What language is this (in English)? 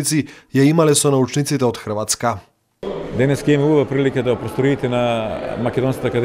Macedonian